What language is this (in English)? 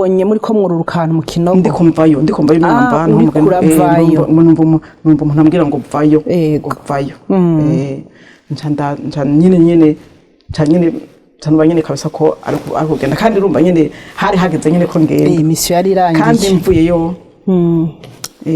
Rundi